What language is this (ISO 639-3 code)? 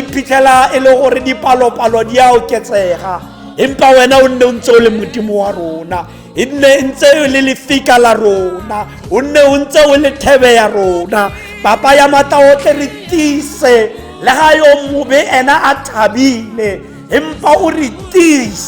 tsn